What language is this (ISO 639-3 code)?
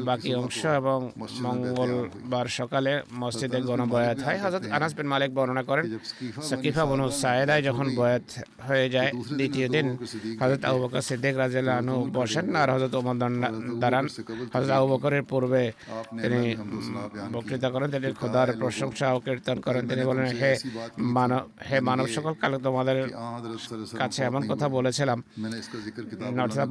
ben